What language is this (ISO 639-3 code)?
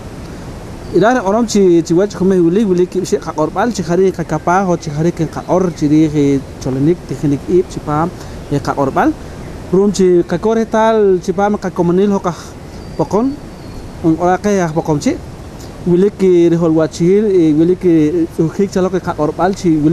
poh